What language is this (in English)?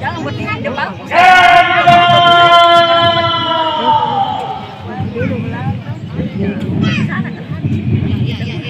Indonesian